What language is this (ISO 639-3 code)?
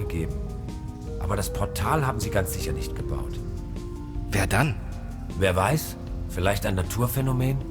bar